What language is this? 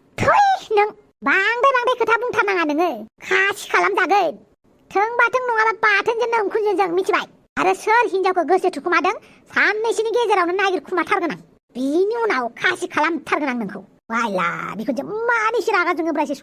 Bodo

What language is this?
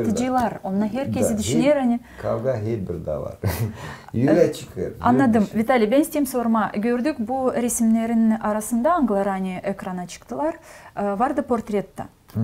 Gagauz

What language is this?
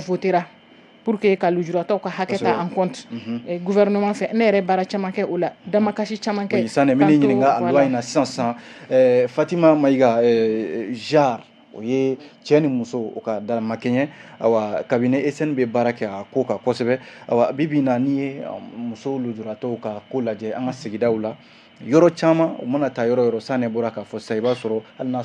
Bambara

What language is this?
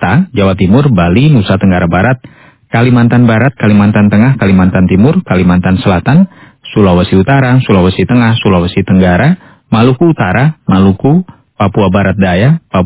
Indonesian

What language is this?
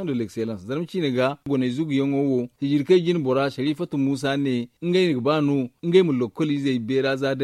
Zarma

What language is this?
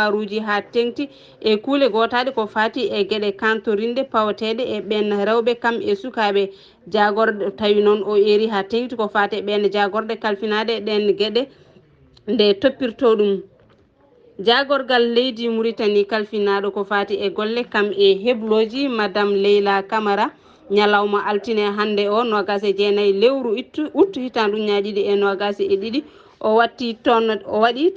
Fula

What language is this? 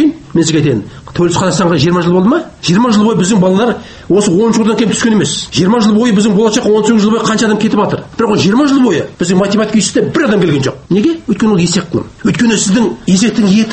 Kazakh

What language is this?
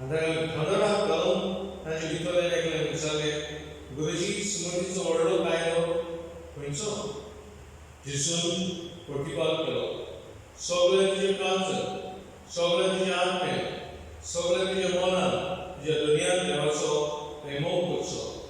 Konkani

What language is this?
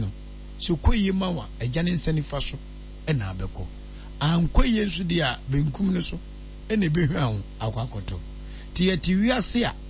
Akan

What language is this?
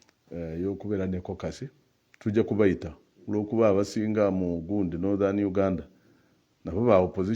Ganda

